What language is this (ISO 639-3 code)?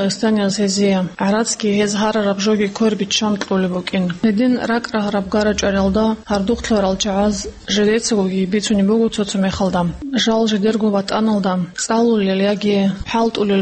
ava